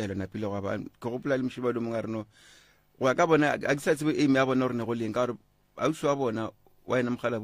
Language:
Northern Sotho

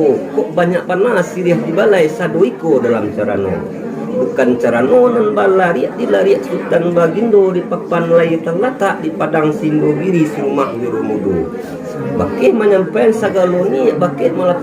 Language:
Minangkabau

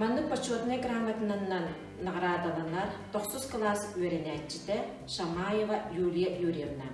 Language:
Yakut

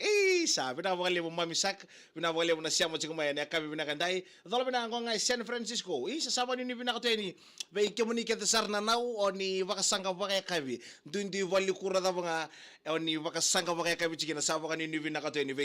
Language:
Fijian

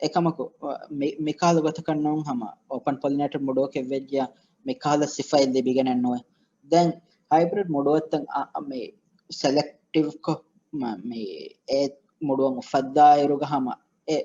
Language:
Divehi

